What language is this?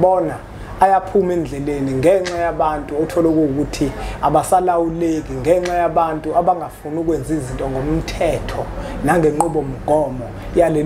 Zulu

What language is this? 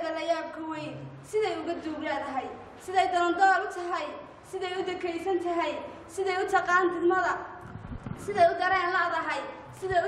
Somali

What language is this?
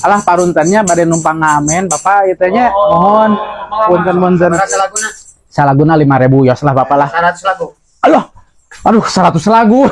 Sundanese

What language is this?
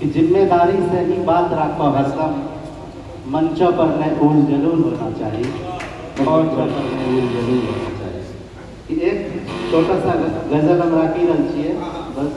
Angika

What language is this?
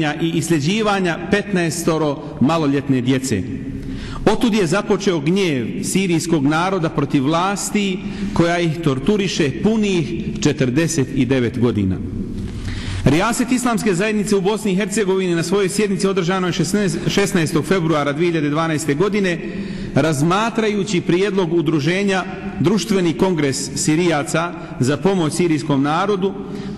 Bosnian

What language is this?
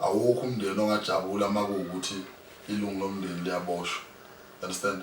Zulu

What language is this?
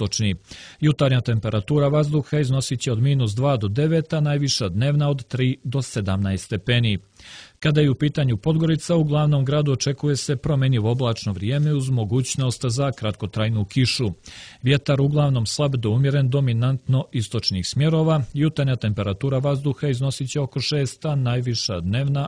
Serbian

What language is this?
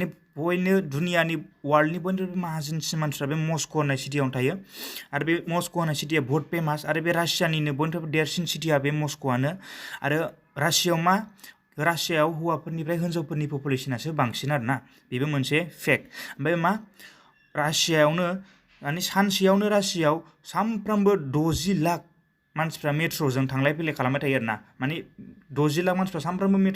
Bodo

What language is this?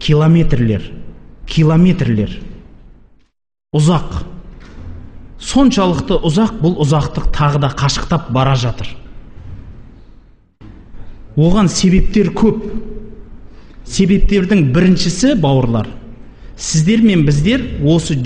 Kazakh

